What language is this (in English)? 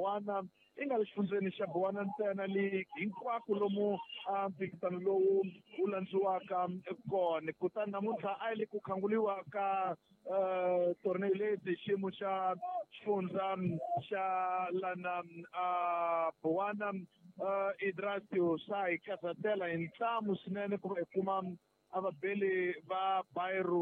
Tsonga